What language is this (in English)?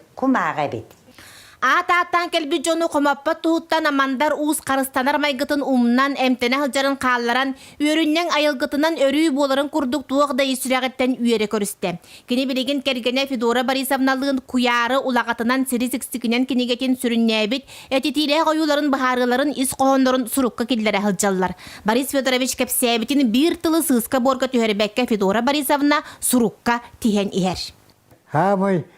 Yakut